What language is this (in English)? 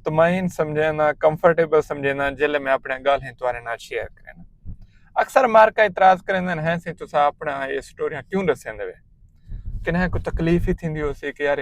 Saraiki